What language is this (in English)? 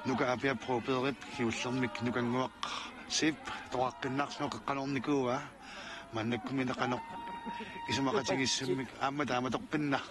Kalaallisut